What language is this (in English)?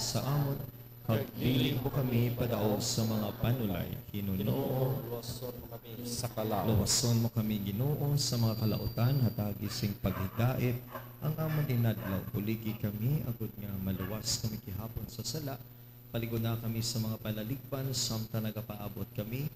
Hiligaynon